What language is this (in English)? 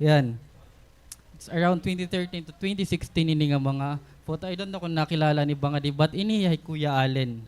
Waray